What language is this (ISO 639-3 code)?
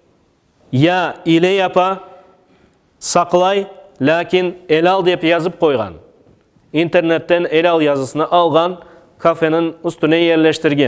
crh